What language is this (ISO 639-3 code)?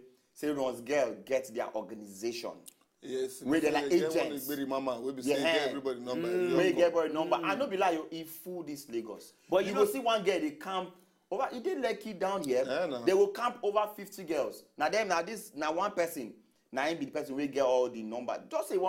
pcm